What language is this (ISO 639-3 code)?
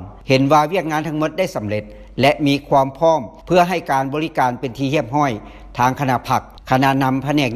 lao